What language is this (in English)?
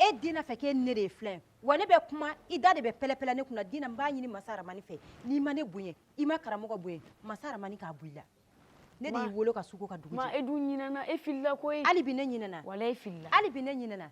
Bambara